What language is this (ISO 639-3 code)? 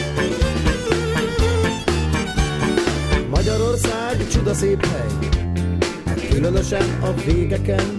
hun